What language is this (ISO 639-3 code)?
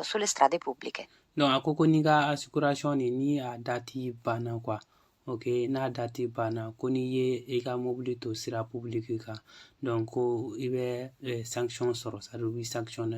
bam